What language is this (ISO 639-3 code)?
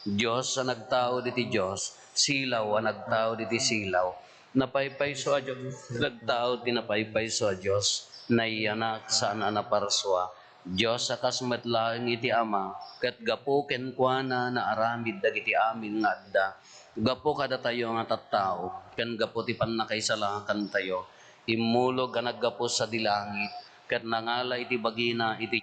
ilo